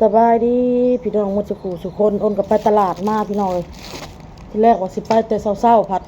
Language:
Lao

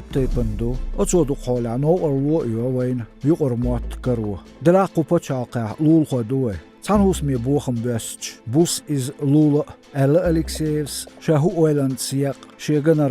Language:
Chechen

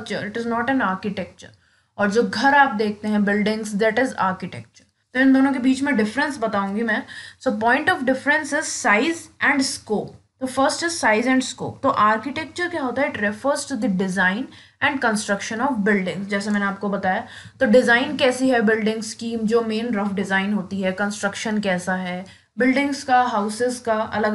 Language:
Hindi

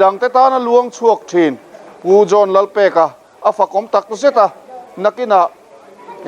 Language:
Mizo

